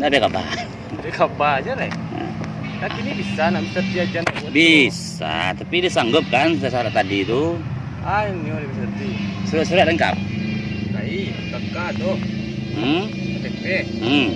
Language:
Minangkabau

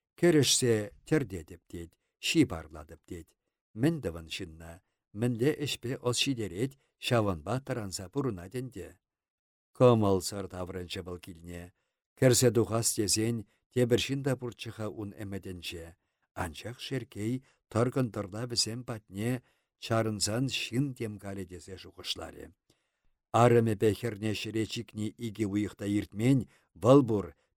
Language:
Chuvash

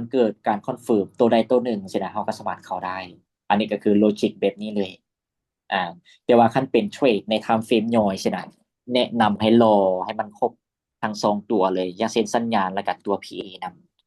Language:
Lao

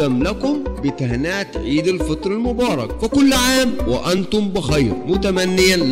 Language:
Arabic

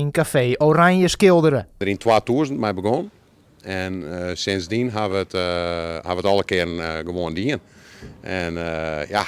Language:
Western Frisian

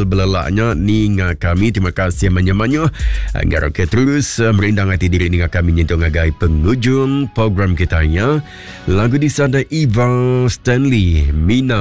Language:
Iban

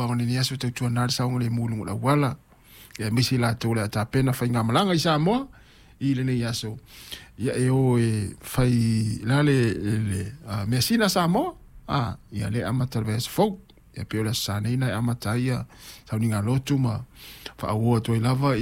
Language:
Samoan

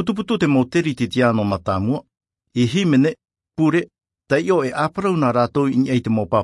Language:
Tahitian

